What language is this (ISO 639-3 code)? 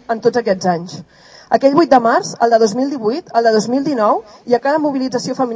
cat